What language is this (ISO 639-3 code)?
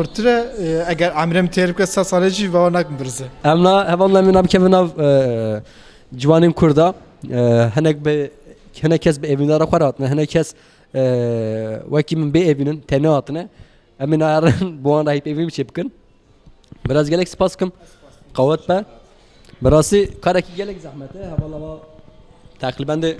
kur